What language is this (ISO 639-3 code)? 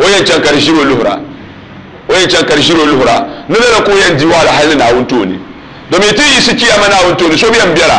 dag